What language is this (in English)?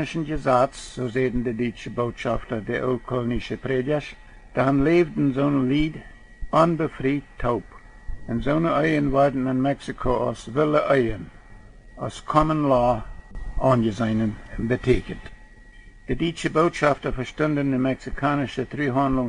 Plautdietsch